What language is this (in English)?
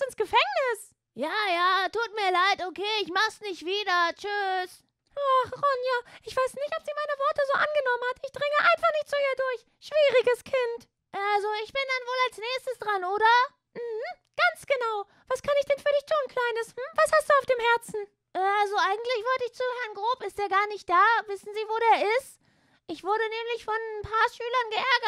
German